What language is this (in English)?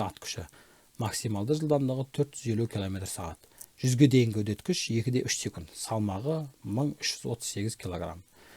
Kazakh